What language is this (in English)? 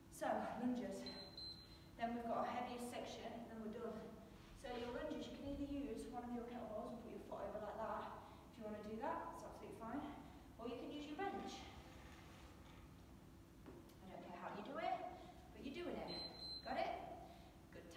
English